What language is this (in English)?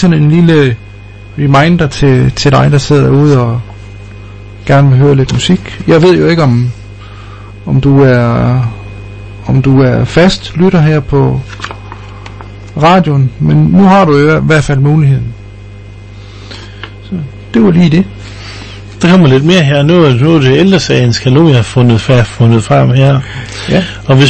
Danish